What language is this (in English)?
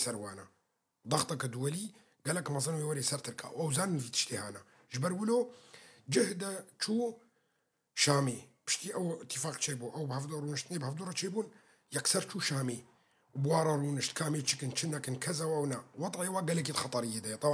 Kurdish